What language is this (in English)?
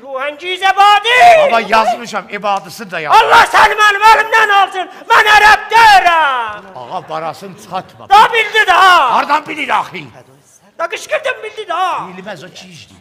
South Azerbaijani